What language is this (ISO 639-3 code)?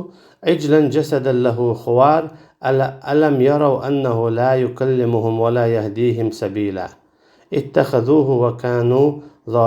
che